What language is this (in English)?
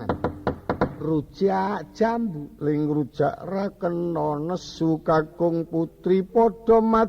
Javanese